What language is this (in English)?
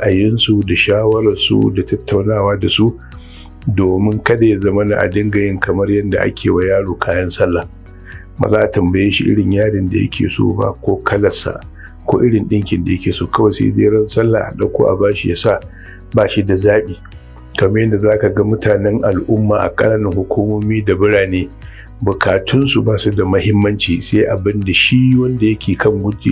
Hausa